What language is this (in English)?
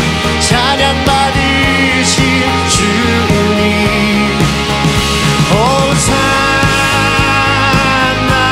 Korean